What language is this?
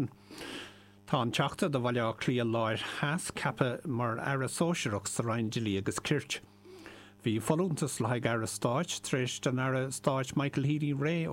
Irish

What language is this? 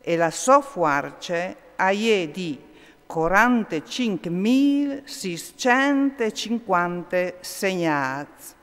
Friulian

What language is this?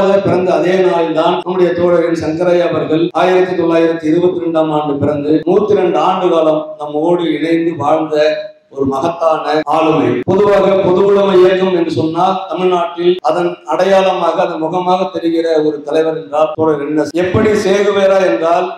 Tamil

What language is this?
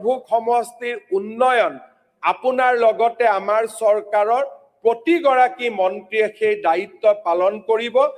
Assamese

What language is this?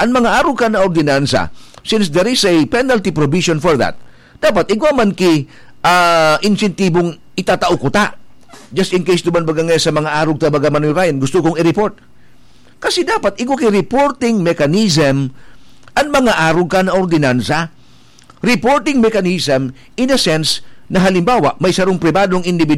Bikol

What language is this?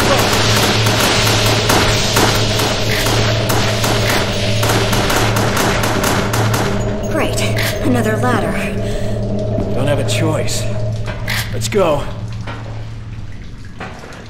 English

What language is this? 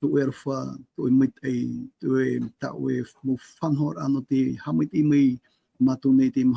Tahitian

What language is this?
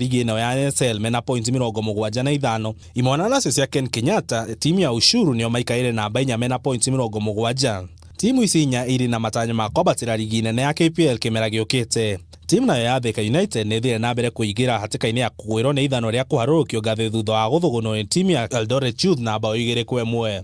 Kikuyu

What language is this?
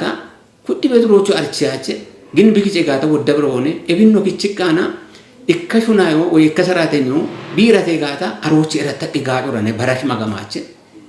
Kafa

